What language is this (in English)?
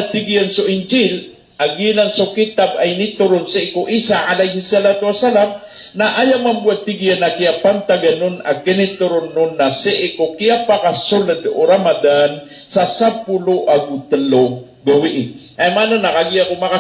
Maranao